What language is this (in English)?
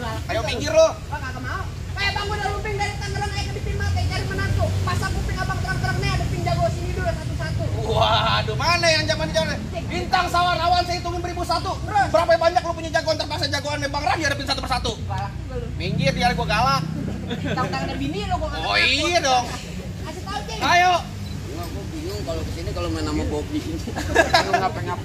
Betawi